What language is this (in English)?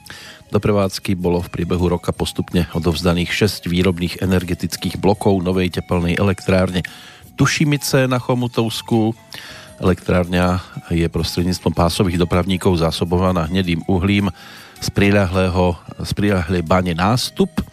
Slovak